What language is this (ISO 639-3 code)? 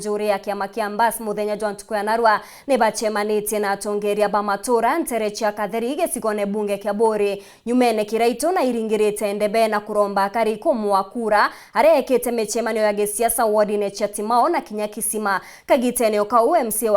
mer